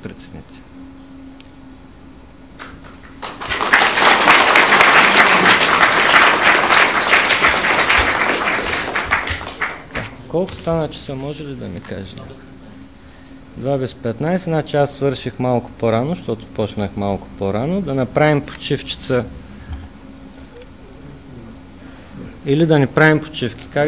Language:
Bulgarian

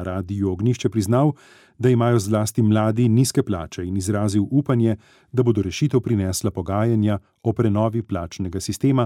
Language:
Slovenian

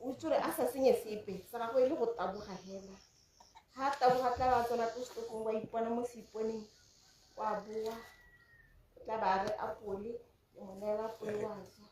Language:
Tswana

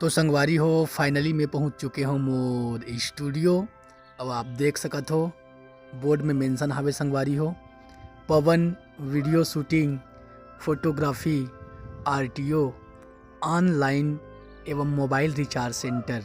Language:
Chhattisgarhi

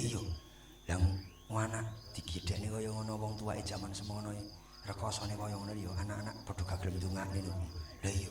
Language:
Javanese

